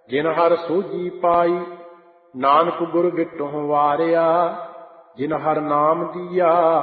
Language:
Punjabi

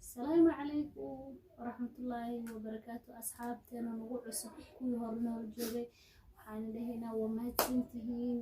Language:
Somali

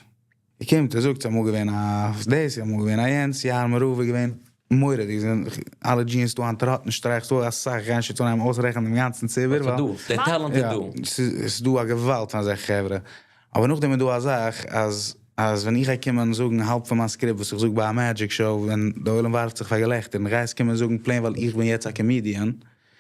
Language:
Yiddish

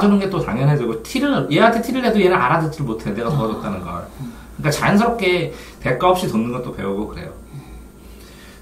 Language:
Korean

